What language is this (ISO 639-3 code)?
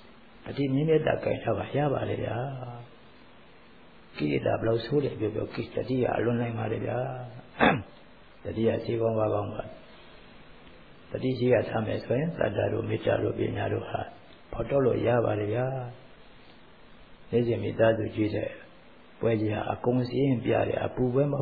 mya